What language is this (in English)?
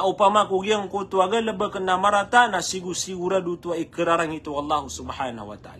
Maranao